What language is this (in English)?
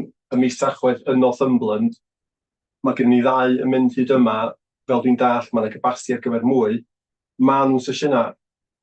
Welsh